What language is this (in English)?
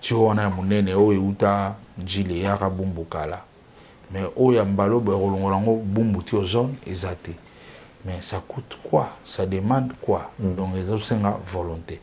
Lingala